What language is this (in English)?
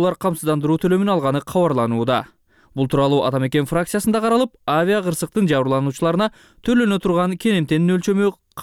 Kyrgyz